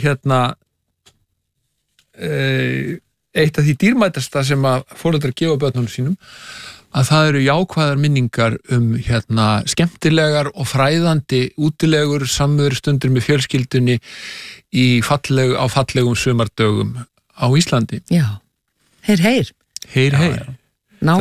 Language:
Icelandic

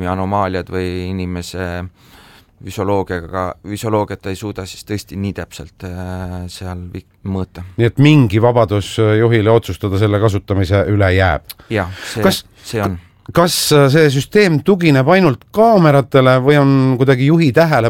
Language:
Estonian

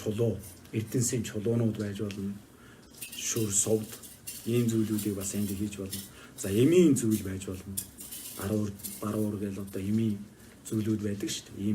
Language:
Mongolian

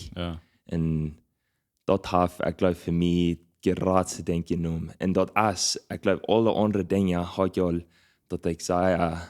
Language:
Plautdietsch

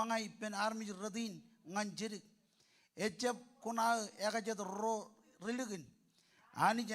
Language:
Marshallese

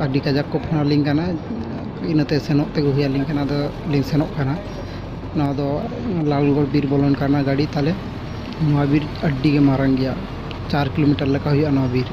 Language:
Santali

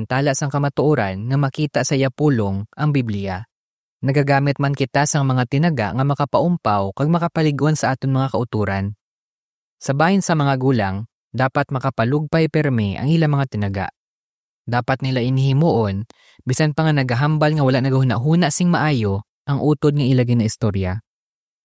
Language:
Hiligaynon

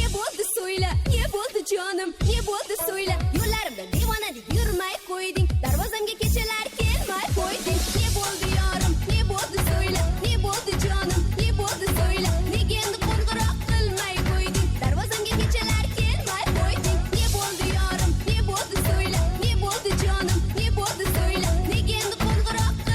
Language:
Kara-Kalpak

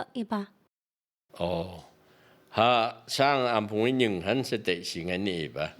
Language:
Phom Naga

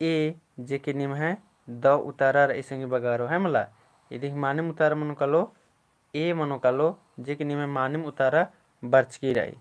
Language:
Kurukh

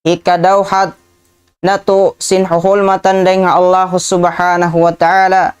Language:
Tausug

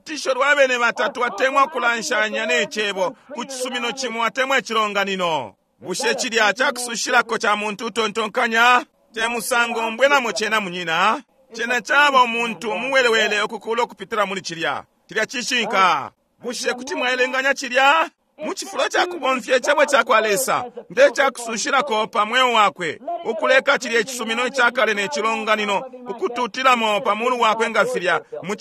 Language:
Bemba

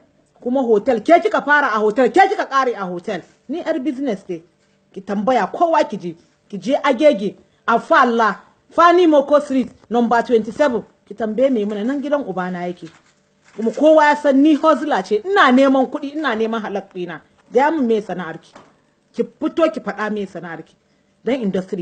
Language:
Hausa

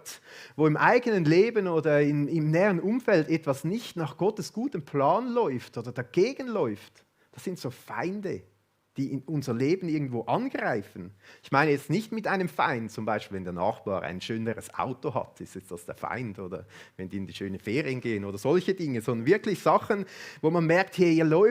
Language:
Swiss German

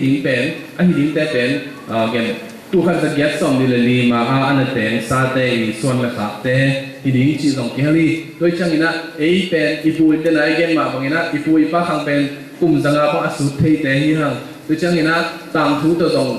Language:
Tedim Chin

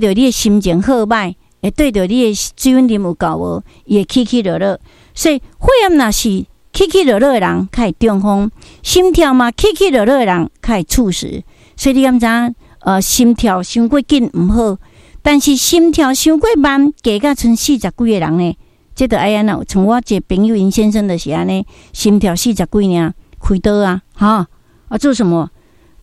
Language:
Min Nan Chinese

